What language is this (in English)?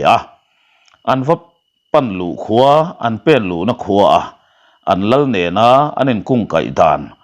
Mizo